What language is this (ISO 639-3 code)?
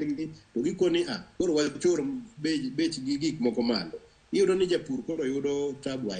luo